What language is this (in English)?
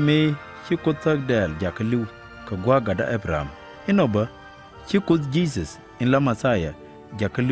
Nuer